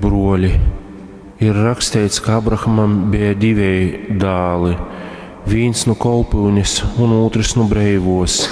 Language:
Latgalian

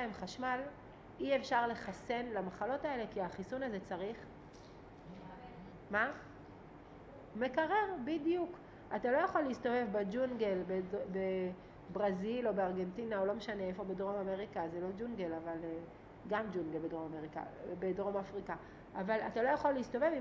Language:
Hebrew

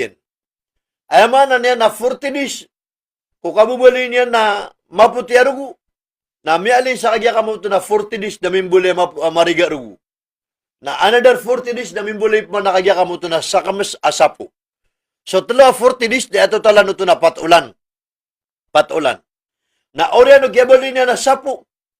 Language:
Maranao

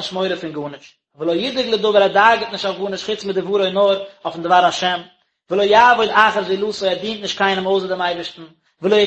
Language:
Yiddish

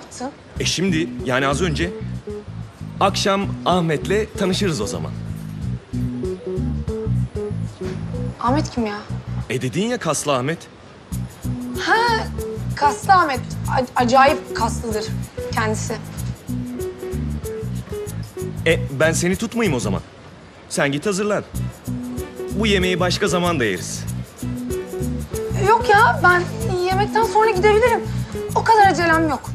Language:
Turkish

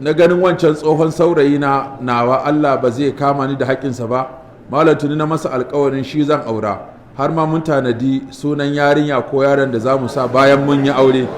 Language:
Hausa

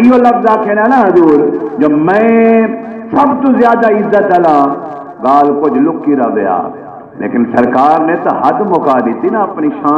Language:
Saraiki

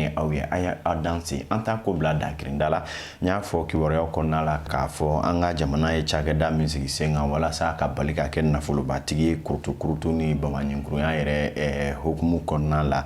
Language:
Bambara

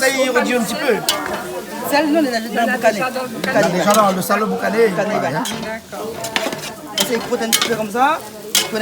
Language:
Réunion Creole French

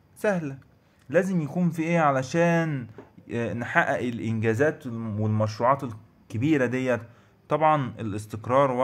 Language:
Egyptian Arabic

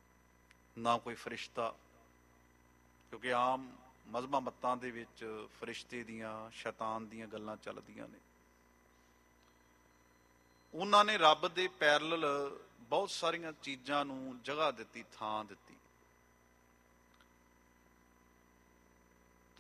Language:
Punjabi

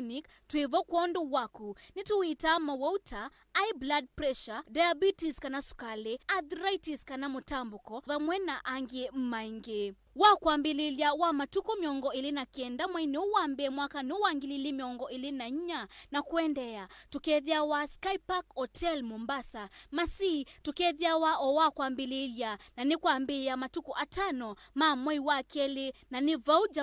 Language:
Kamba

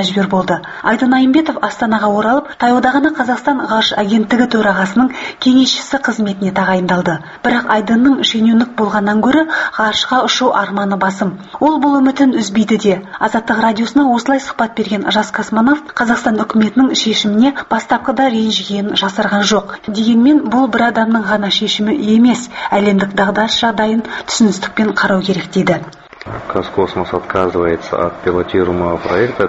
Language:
Kazakh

